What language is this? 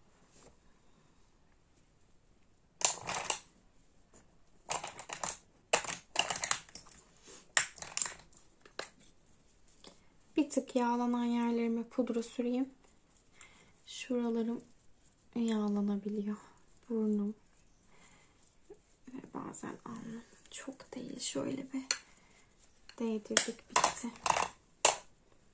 Turkish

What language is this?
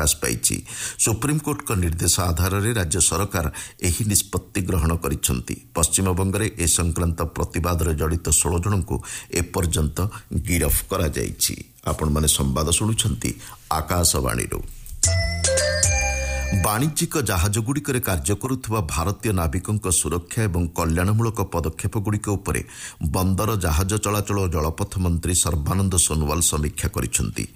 Odia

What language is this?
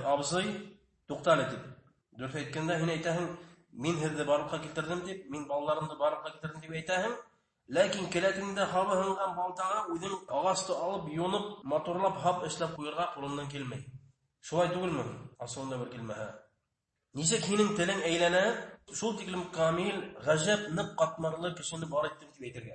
Bashkir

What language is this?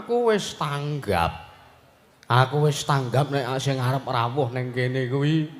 Javanese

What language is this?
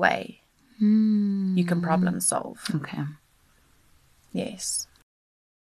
English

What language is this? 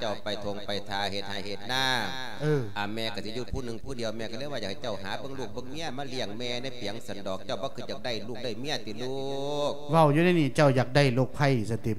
Lao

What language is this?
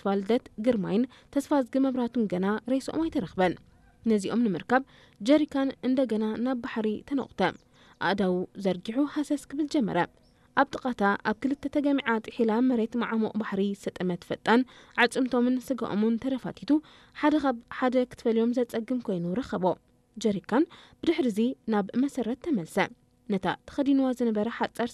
Tigrinya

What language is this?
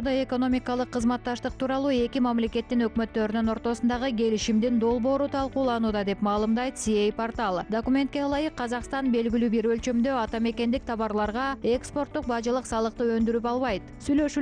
Kyrgyz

